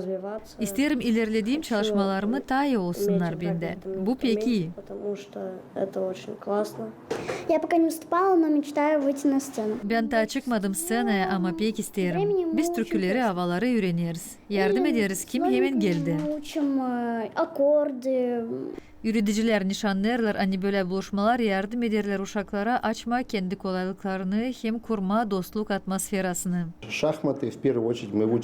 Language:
Gagauz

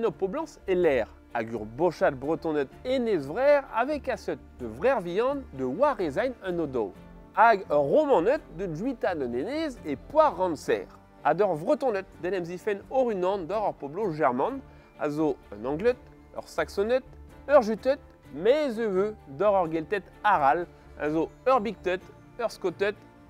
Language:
Breton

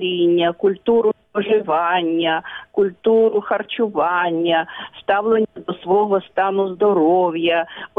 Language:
Ukrainian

